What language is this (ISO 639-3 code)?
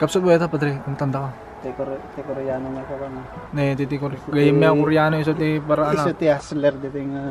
ilo